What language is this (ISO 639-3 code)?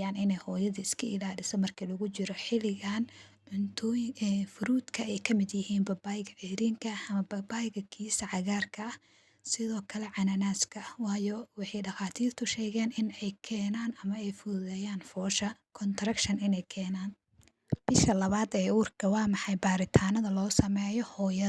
som